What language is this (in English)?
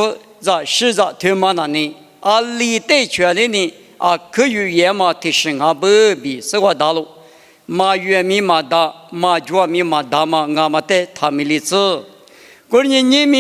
Lisu